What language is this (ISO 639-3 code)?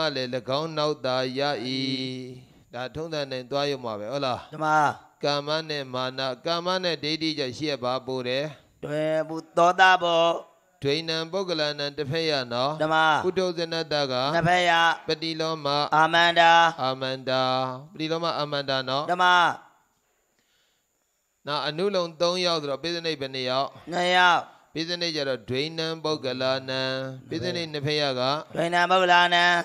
mya